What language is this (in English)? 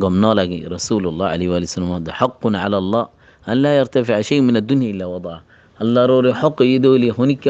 Rohingya